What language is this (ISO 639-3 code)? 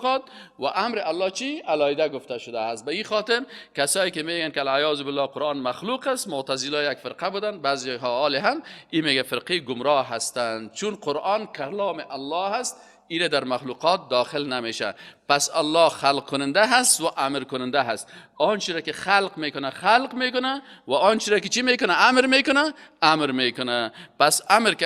fas